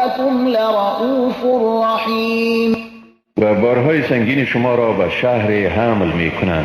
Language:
Persian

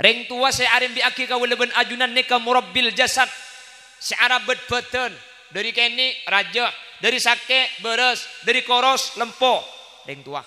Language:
Madurese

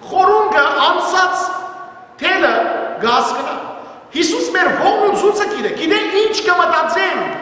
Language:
Western Armenian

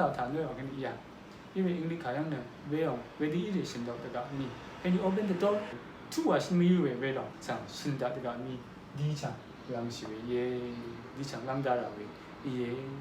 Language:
Rawang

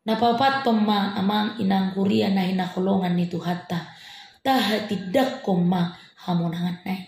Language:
Batak Toba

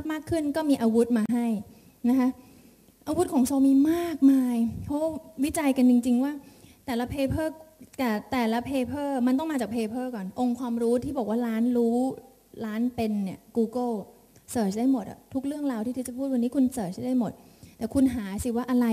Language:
Thai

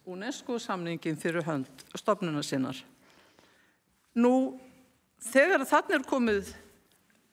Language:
Icelandic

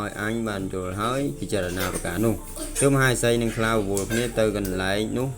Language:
Khmer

